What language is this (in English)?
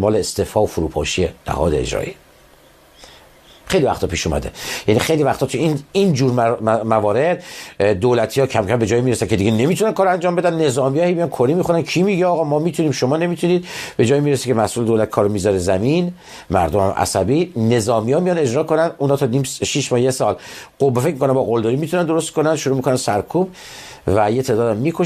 Persian